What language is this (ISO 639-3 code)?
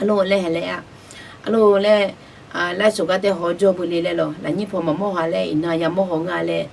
ahk